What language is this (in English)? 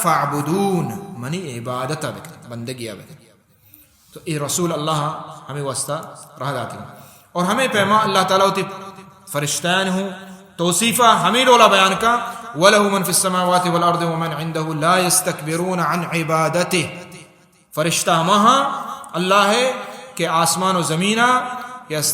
Baluchi